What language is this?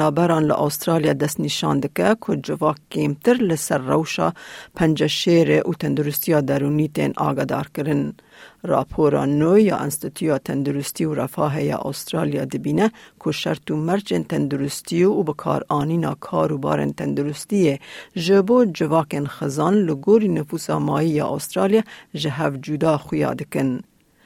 Kurdish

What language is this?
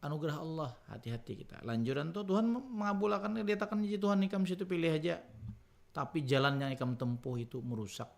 Banjar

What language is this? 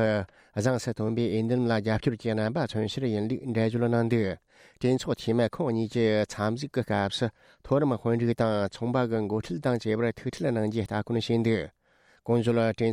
Tibetan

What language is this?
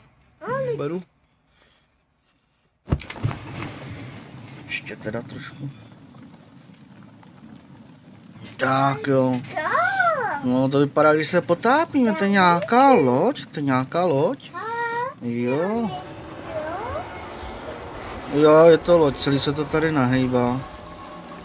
Czech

